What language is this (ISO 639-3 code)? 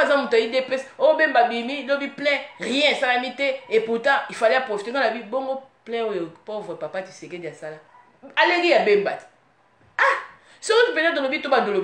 lin